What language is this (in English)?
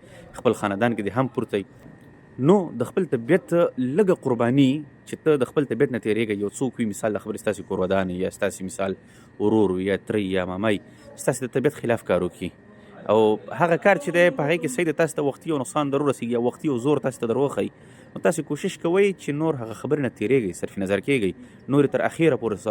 Pashto